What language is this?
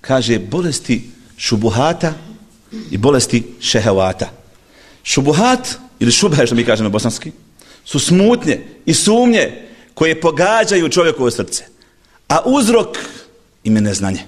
Bosnian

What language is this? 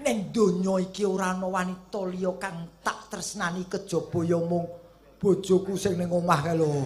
Javanese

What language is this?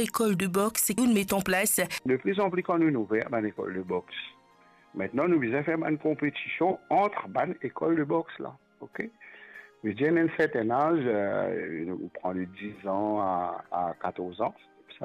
Morisyen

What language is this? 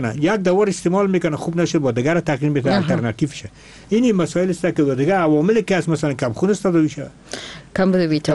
Persian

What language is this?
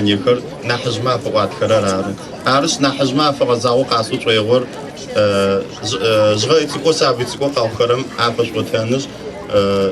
Adyghe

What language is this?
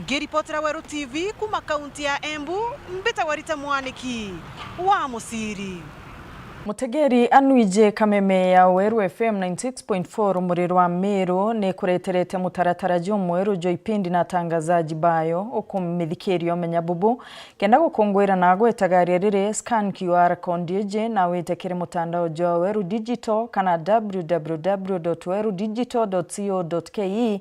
Meru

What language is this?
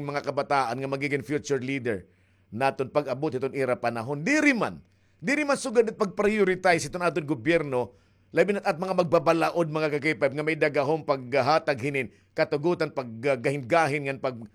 Waray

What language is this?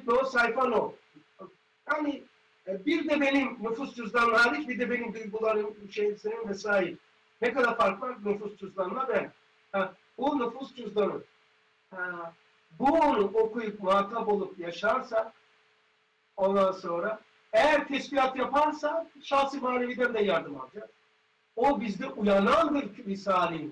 Turkish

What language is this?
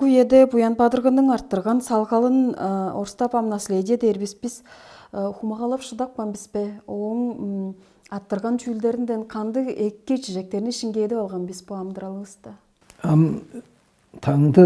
Tuvinian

